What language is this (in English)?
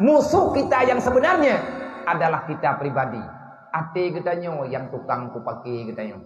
Achinese